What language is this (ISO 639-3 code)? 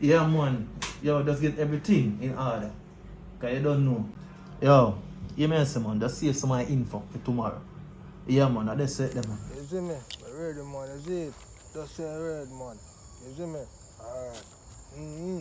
jam